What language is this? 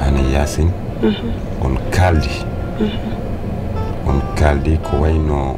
Fula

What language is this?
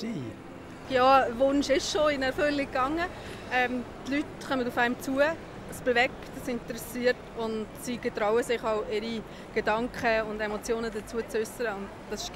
Swiss German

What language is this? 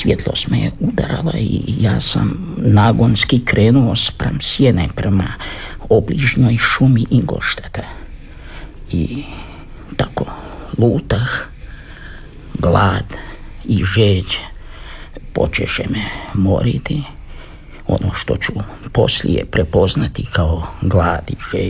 Croatian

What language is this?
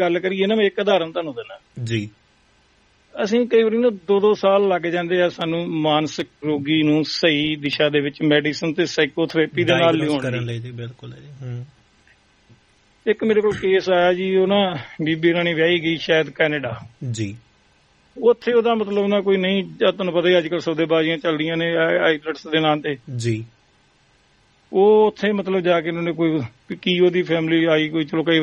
Punjabi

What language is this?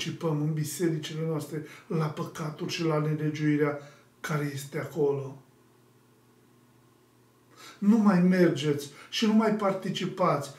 Romanian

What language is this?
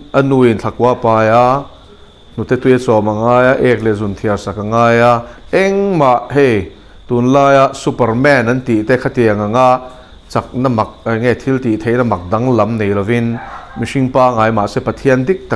Mizo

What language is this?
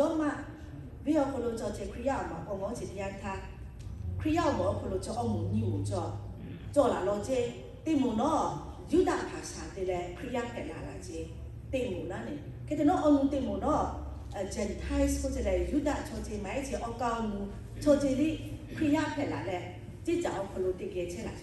Lahu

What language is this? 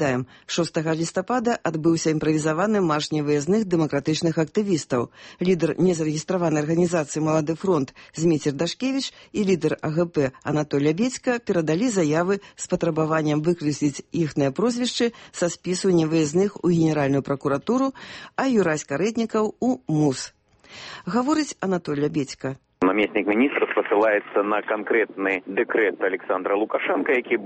Belarusian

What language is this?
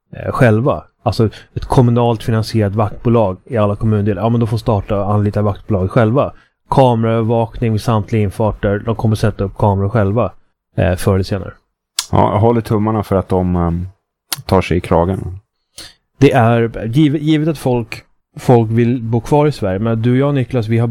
Swedish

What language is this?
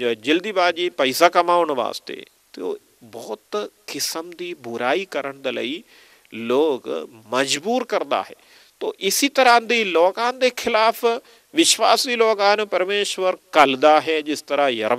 Punjabi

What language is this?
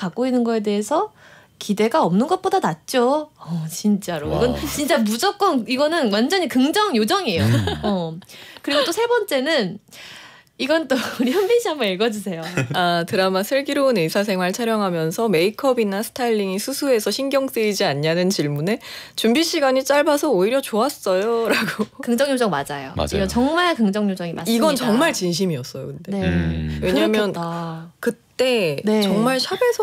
Korean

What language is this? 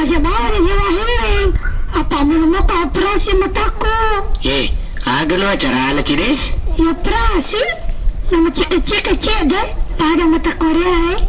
Buginese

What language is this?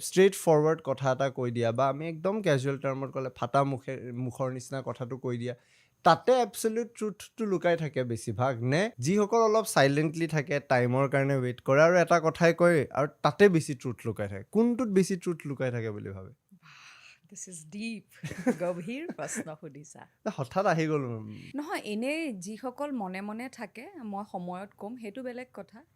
Assamese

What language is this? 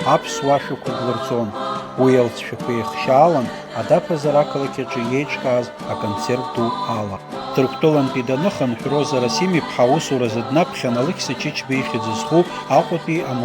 Abkhazian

